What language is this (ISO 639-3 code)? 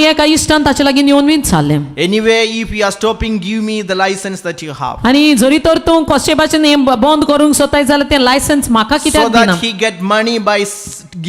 kok